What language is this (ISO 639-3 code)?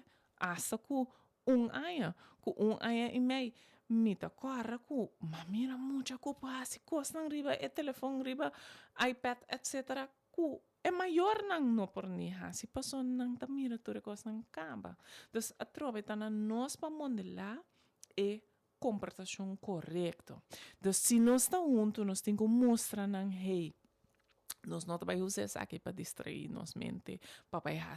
pap